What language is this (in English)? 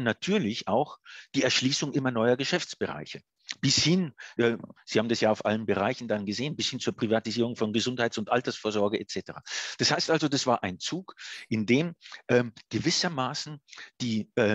German